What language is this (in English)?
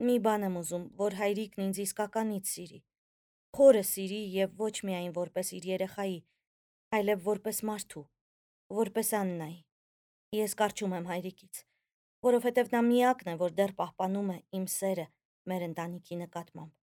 Armenian